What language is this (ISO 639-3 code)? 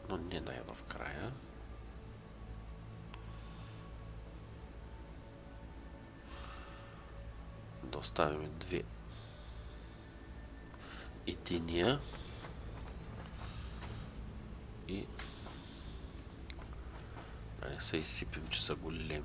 bul